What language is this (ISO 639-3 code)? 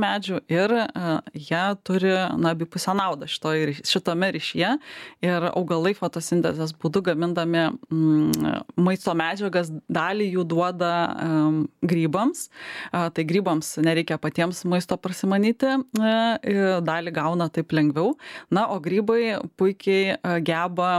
lit